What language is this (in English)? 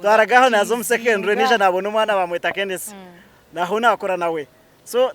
Nyankole